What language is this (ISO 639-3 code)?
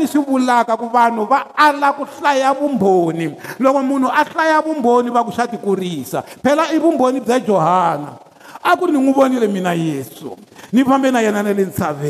tso